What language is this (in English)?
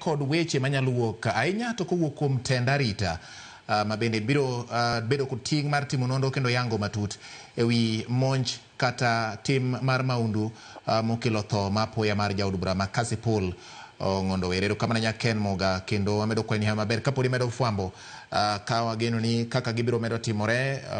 Luo (Kenya and Tanzania)